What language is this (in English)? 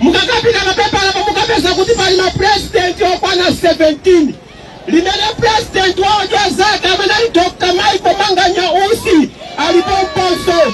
Nyanja